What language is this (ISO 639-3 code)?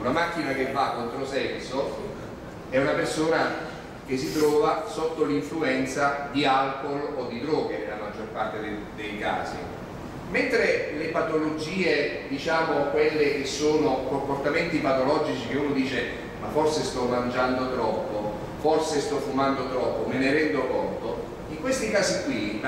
ita